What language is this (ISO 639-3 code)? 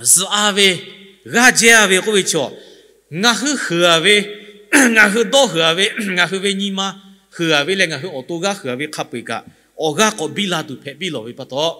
lhu